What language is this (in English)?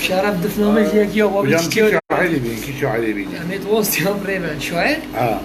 Kurdish